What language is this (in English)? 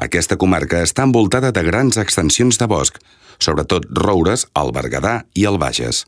Catalan